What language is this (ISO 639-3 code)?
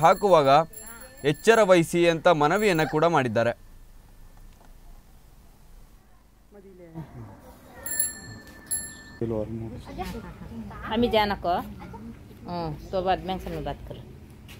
kan